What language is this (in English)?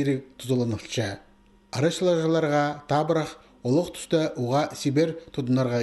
Khakas